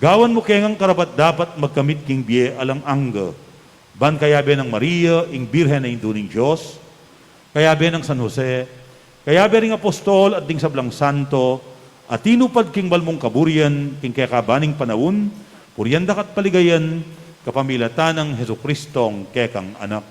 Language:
Pampanga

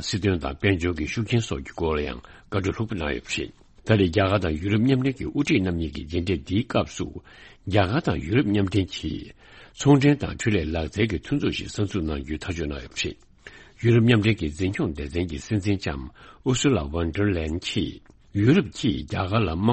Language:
Tibetan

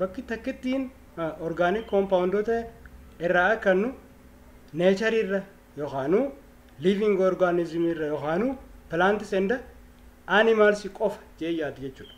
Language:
Oromo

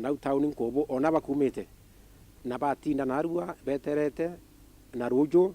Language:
Meru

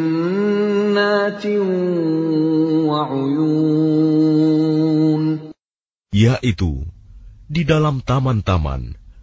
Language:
Indonesian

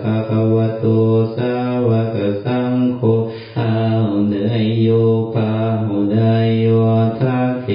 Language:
Pali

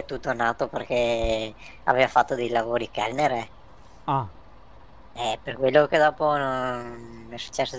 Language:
Italian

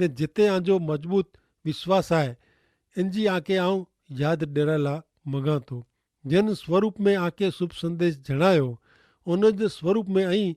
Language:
Kachhi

